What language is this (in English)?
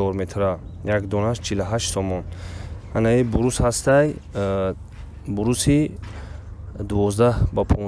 Tajik